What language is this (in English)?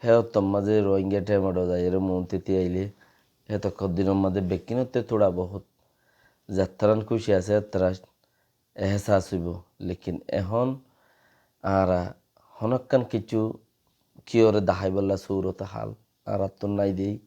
Rohingya